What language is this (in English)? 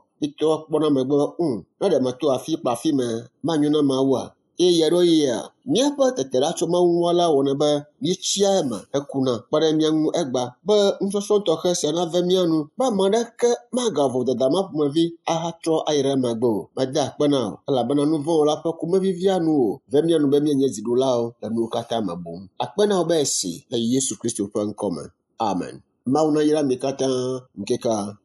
Ewe